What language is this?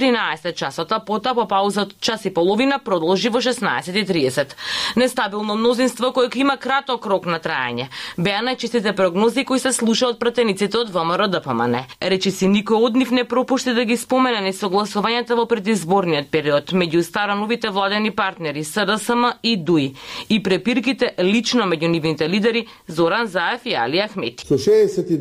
Macedonian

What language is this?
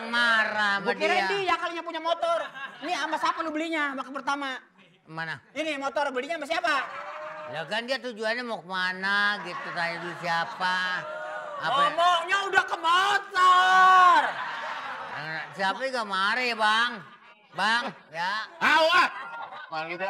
Betawi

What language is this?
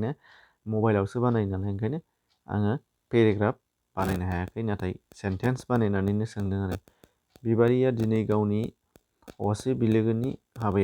Bodo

